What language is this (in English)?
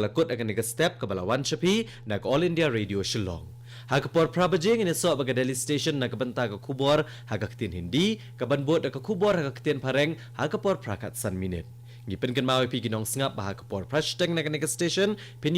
Khasi